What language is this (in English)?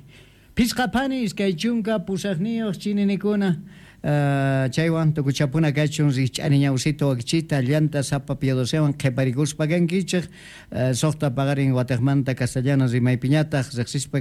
South Bolivian Quechua